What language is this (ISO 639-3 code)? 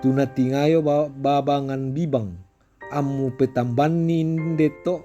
sda